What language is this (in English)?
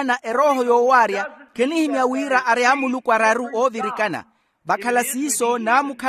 Makhuwa